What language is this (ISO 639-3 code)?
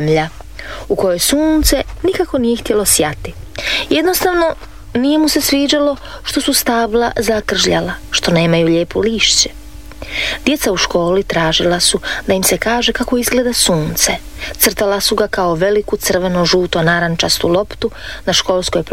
hrv